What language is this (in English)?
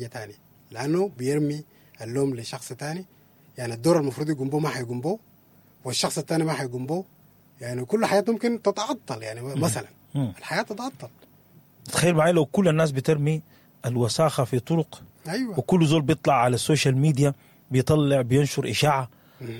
Sudanese Arabic